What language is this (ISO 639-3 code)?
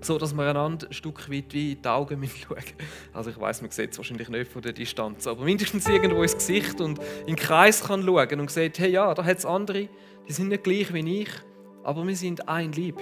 gsw